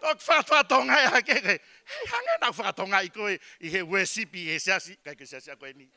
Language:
Tongan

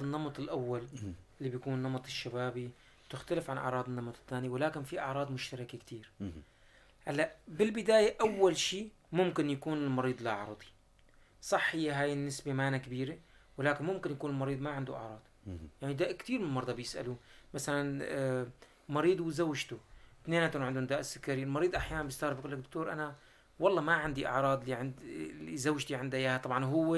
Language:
North Levantine Arabic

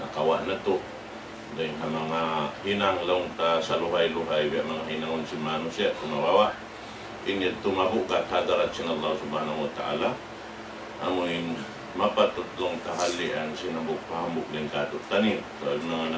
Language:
Tausug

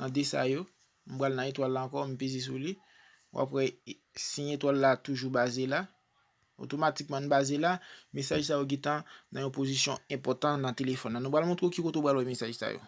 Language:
Haitian Creole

